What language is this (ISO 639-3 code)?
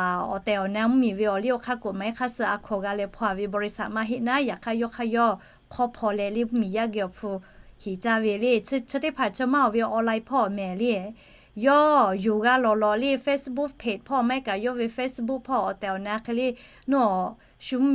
lhu